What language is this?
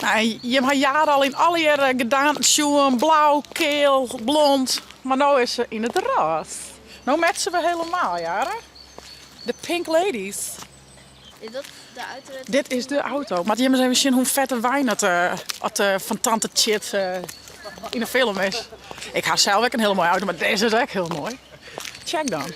Western Frisian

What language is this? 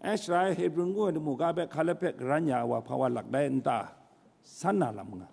Kachin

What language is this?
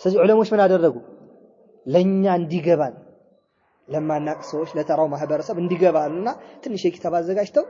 Amharic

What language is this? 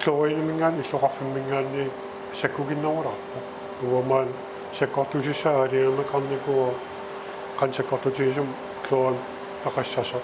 Kalaallisut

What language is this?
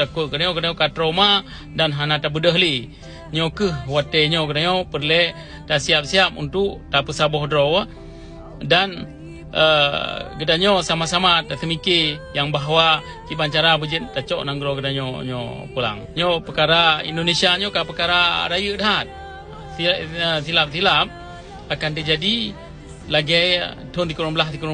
Achinese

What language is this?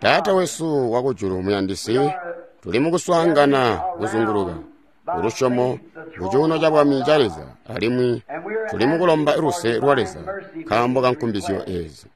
Tonga (Zambia)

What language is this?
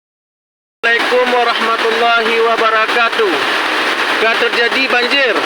Achinese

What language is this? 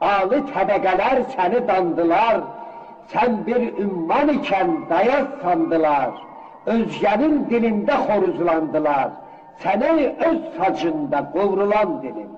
South Azerbaijani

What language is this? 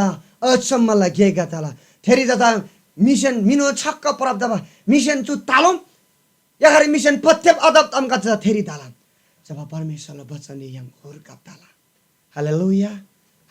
Eastern Tamang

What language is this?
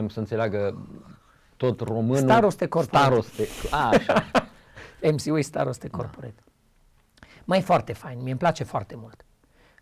Romanian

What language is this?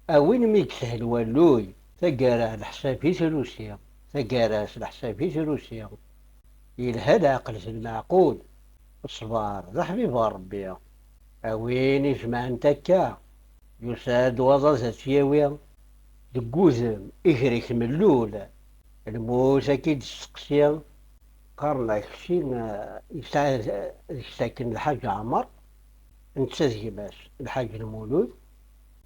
Kabyle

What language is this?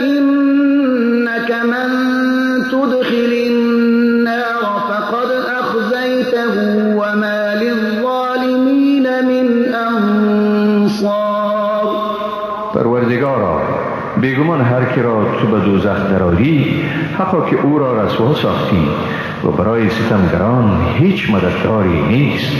Persian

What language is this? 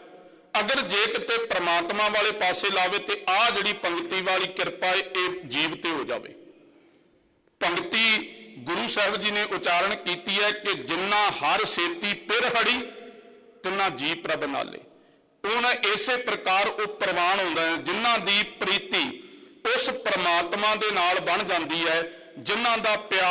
Punjabi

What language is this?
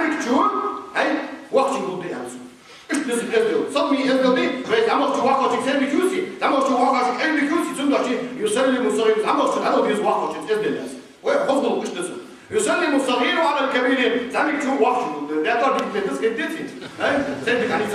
Ingush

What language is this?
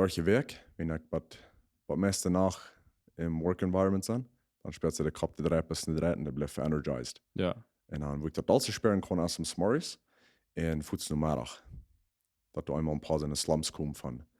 Plautdietsch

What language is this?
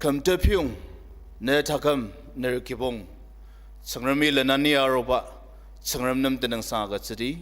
Ao Naga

